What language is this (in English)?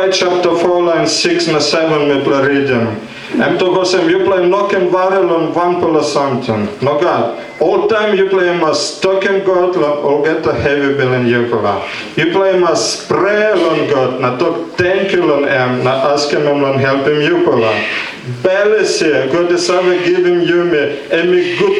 Tok Pisin